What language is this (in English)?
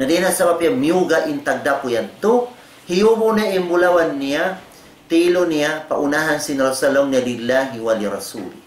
Tausug